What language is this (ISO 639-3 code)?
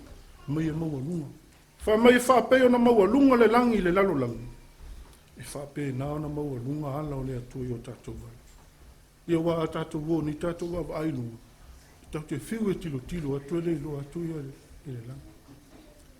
smo